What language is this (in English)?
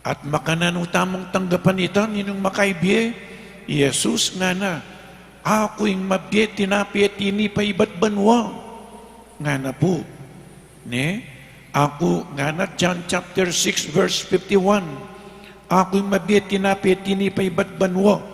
Pampanga